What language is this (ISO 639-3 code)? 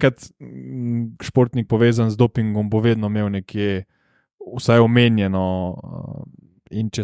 slv